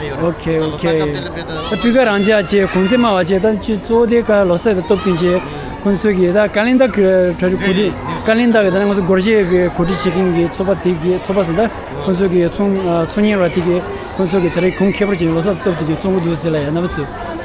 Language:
Tibetan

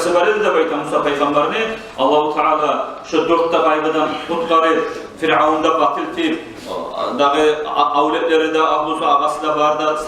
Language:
Kumyk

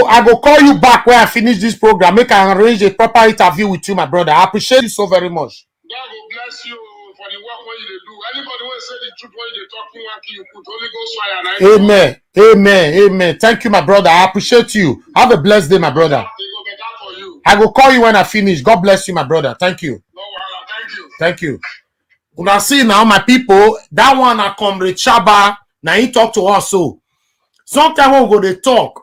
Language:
Nigerian Pidgin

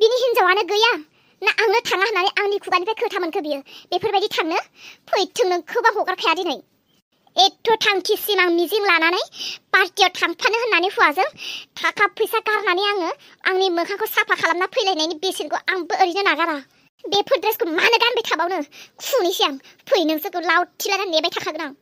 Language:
Bodo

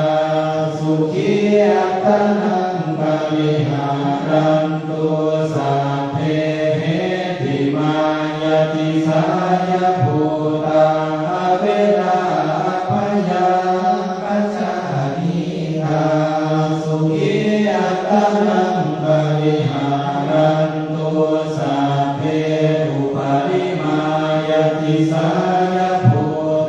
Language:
Pali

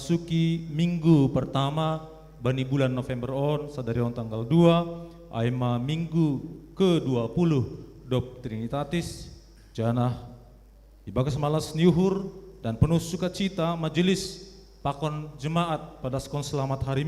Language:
Batak Simalungun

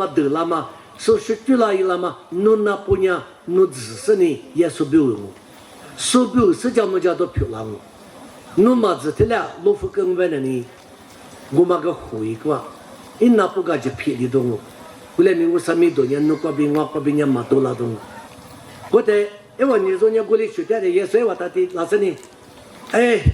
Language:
Lisu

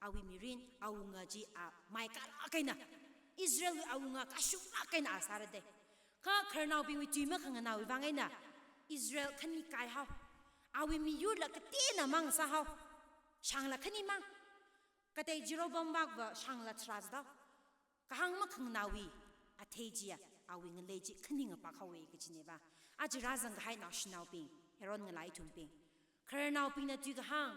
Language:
Tangkhul Naga (India)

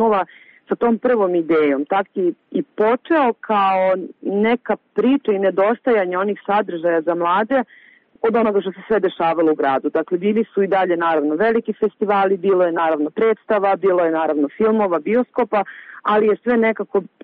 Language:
Serbian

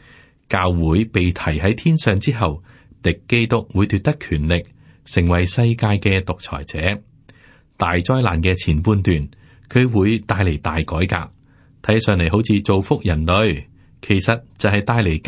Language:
Cantonese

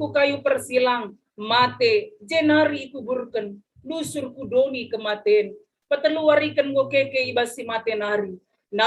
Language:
Batak Karo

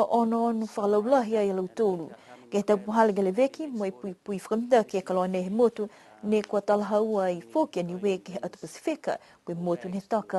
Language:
Niuean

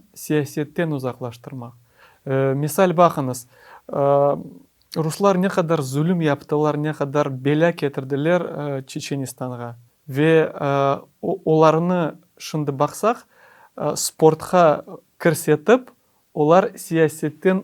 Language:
Crimean Tatar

